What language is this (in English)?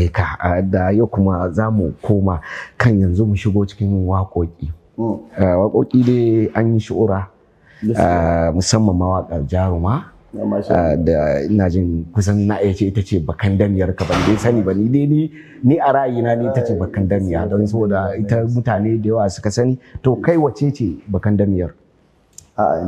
Hausa